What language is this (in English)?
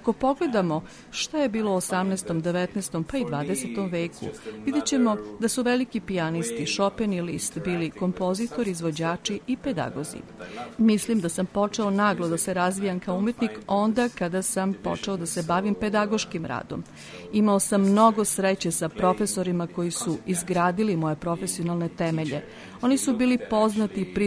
Serbian